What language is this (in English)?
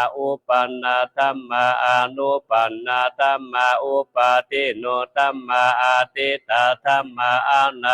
Pali